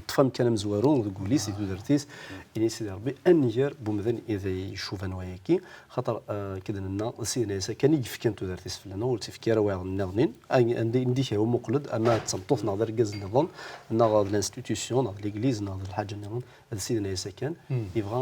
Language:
Kabyle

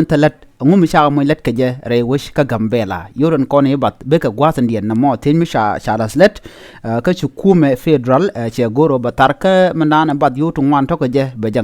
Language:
Nuer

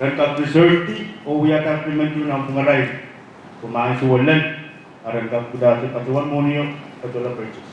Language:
Pohnpeian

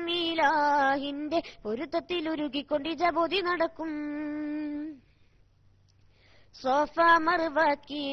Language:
Malayalam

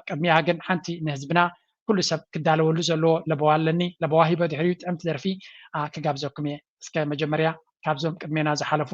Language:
Tigrinya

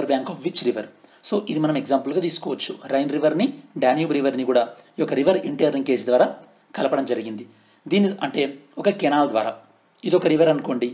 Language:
Telugu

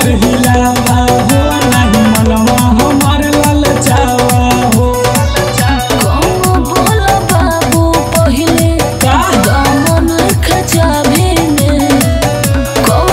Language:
Bhojpuri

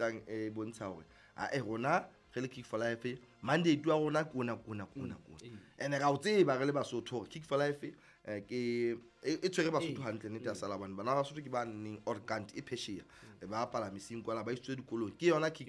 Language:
Southern Sotho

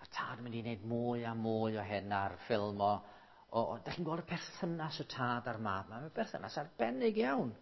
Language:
Welsh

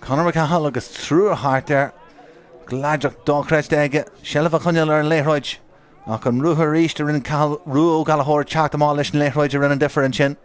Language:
Irish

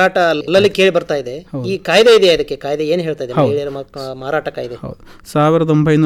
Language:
Kannada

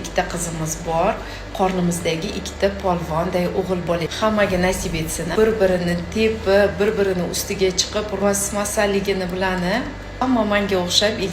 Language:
Uzbek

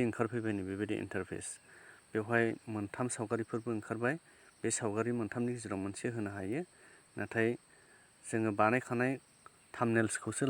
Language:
Bodo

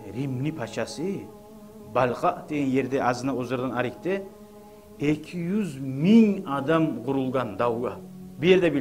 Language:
Kumyk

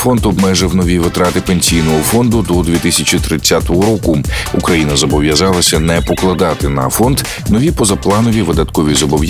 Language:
Ukrainian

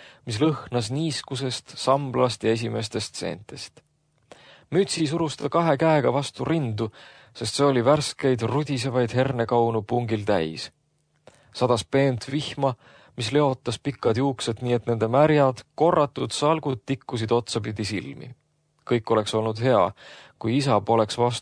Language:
Estonian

